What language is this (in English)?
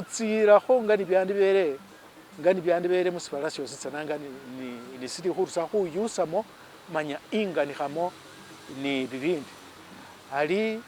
Masaaba